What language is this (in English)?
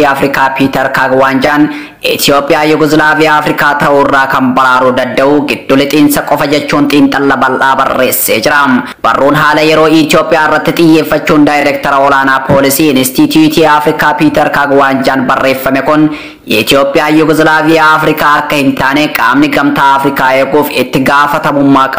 Oromo